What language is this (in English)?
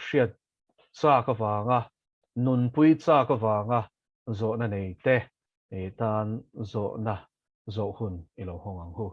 Mizo